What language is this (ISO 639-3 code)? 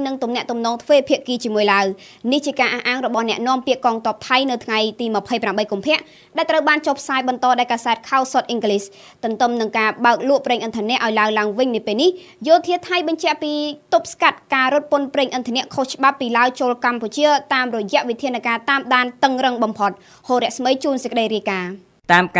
khm